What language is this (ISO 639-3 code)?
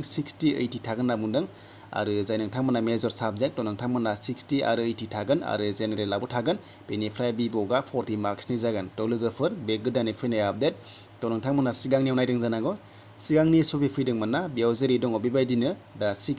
brx